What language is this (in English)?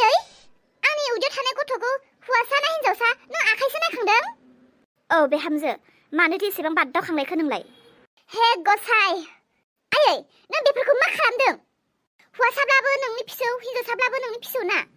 Bodo